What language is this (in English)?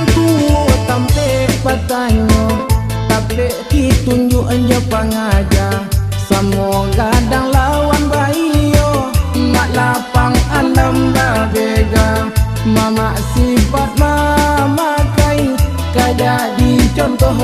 Minangkabau